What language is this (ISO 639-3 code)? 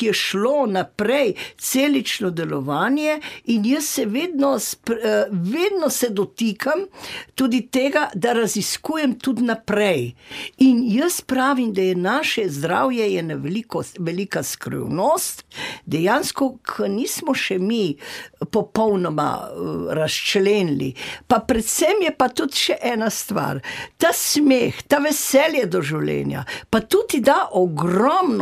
slv